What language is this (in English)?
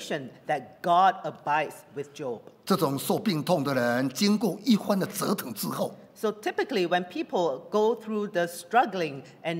English